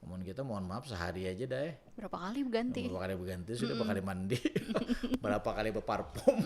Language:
Banjar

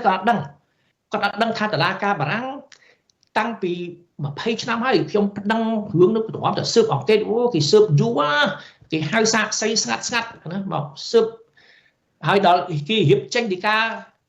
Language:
Khmer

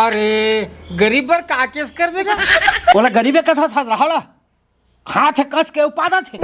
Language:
Chhattisgarhi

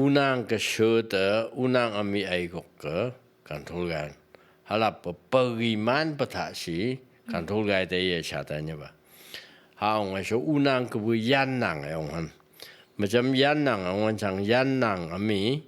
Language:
Phom Naga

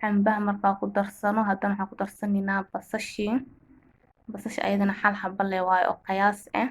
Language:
Somali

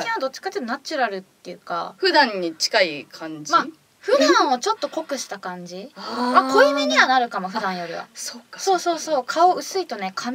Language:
Japanese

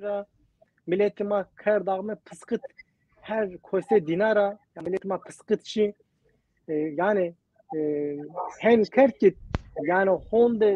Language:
Zaza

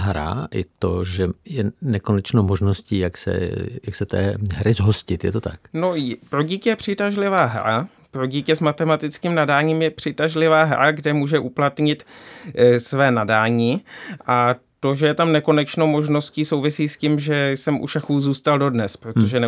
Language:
Czech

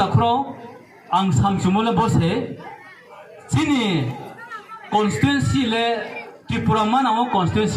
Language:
Riang (India)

